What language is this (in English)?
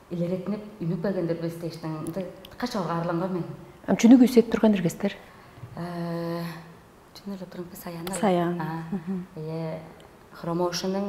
Tuvinian